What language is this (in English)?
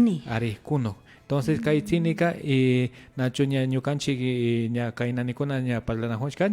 Imbabura Highland Quichua